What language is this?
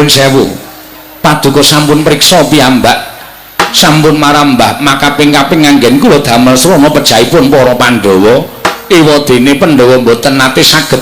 Javanese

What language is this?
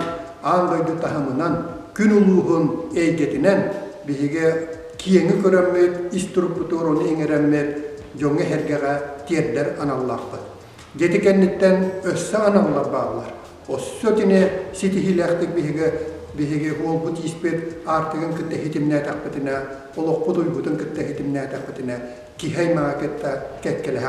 Yakut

